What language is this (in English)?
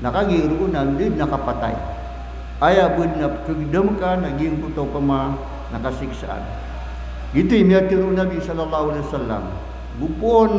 Maranao